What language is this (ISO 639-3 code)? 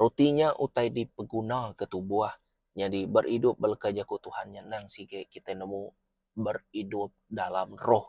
iba